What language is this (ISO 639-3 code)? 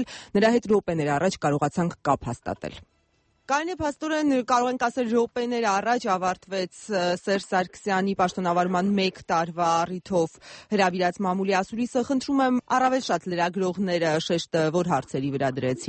hye